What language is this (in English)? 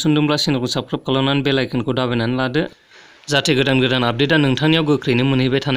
Bodo